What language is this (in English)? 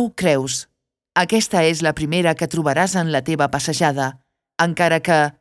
Catalan